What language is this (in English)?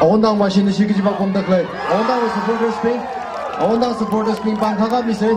Tangkhul Naga (India)